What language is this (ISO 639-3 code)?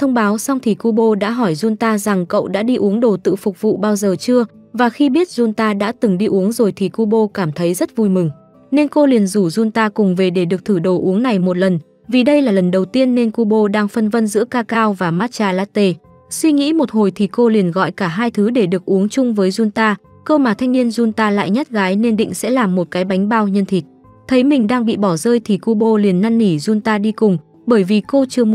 vie